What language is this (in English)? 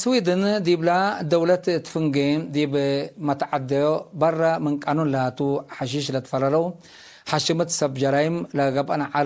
Tigre